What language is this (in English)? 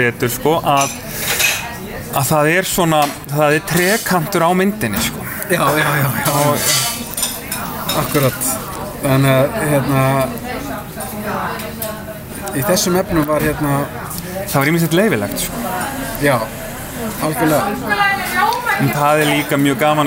Icelandic